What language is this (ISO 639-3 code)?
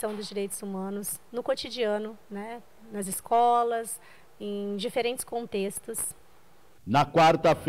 por